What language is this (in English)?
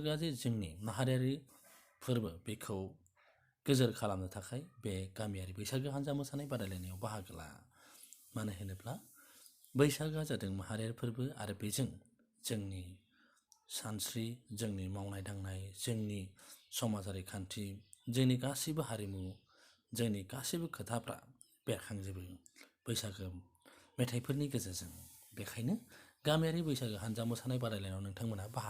Bodo